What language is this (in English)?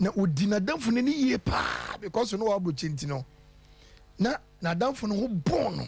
Akan